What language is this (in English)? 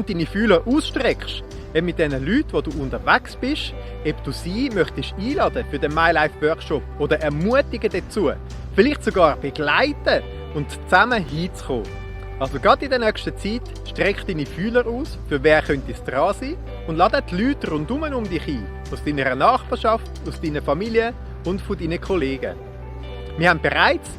Swiss German